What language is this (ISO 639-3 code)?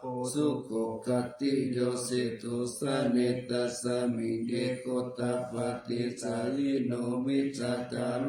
pli